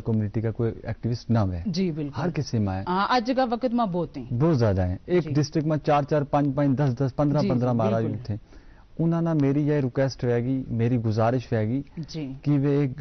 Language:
Gujari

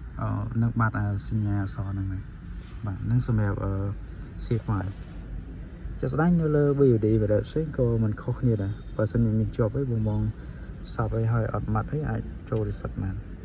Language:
Khmer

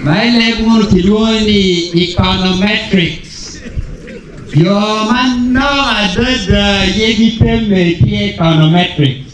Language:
Acoli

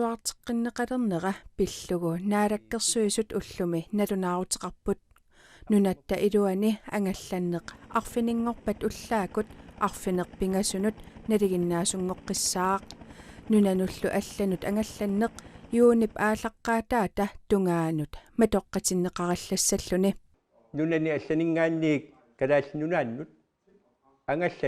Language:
Kalaallisut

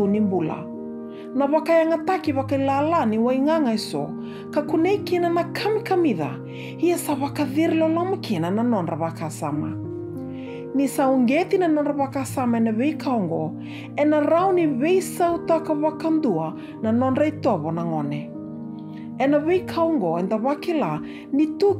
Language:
Fijian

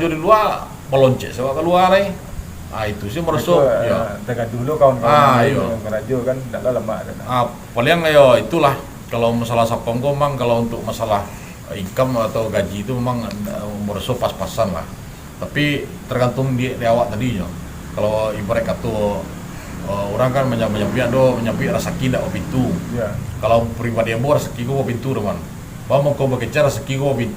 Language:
Minangkabau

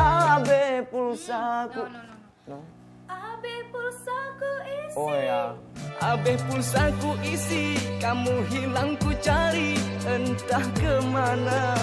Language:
Achinese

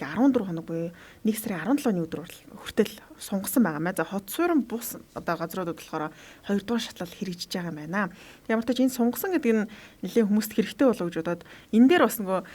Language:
Mongolian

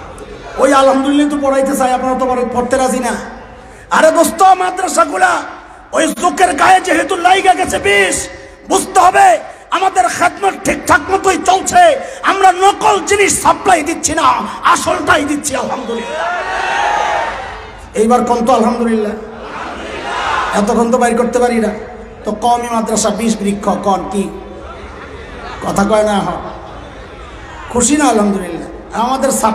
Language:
Bangla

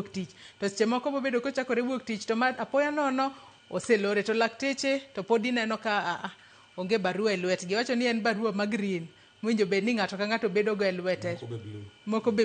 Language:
Luo (Kenya and Tanzania)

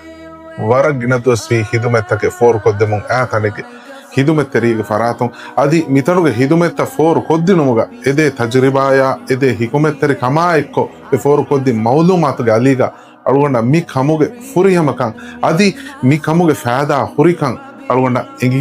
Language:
Divehi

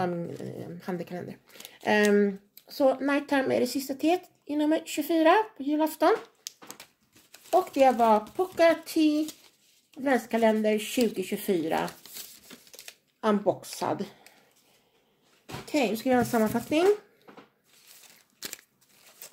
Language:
Swedish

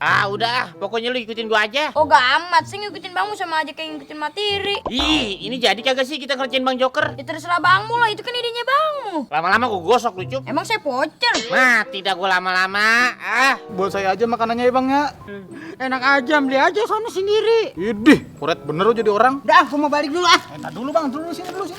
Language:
Betawi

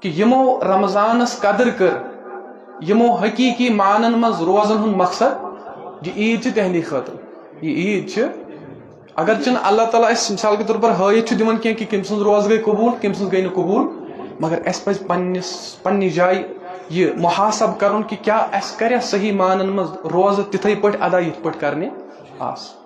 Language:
Kashmiri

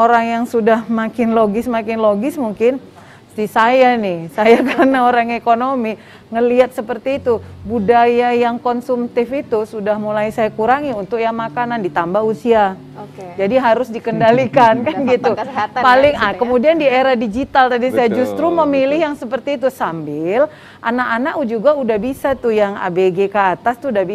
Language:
Indonesian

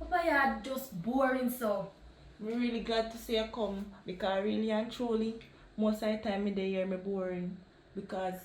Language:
Jamaican Creole English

